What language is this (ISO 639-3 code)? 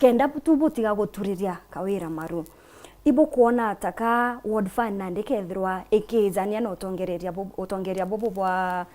mer